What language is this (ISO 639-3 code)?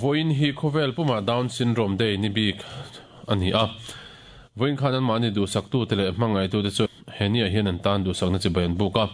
lus